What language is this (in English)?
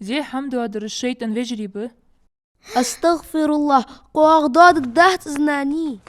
Ingush